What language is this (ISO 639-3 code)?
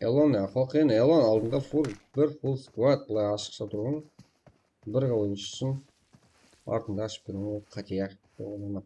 kaa